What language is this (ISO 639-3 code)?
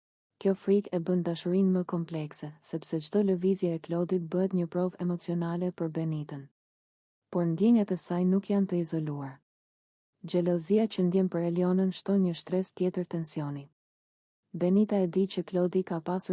sqi